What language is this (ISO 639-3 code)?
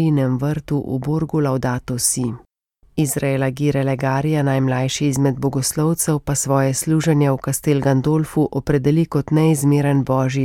slv